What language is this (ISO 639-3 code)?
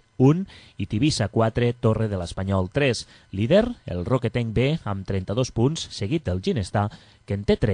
cat